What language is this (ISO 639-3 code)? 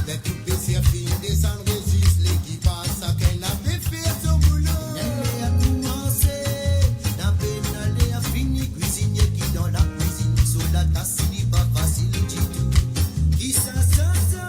mfe